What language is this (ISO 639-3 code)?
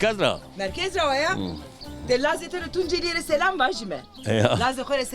zza